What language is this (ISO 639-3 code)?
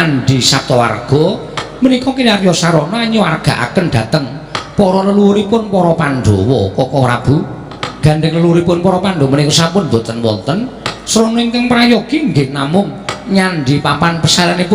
jav